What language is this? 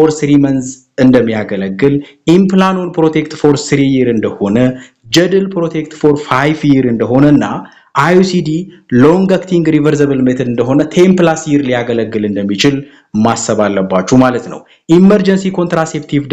Amharic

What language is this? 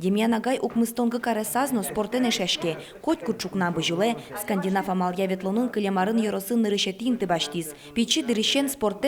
Udmurt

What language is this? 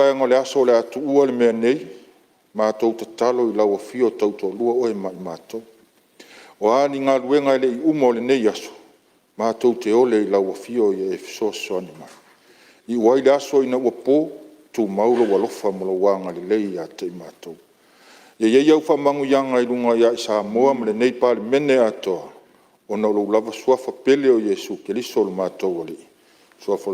Samoan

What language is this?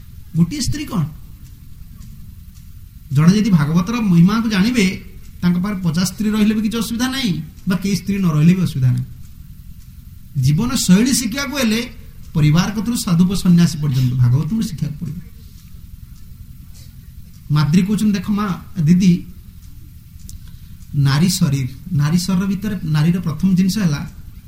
Odia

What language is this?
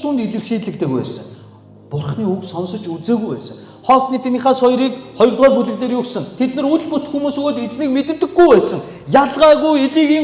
Mongolian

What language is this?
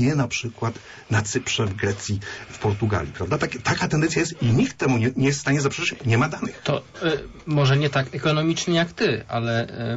Polish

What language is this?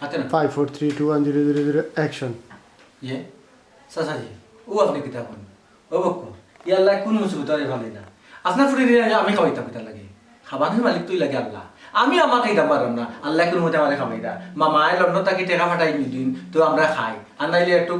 Sylheti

